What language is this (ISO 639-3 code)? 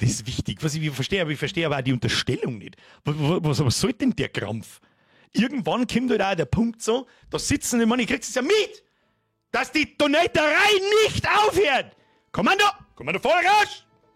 bar